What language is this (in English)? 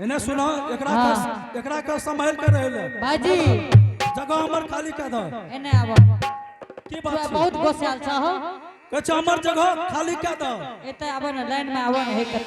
Angika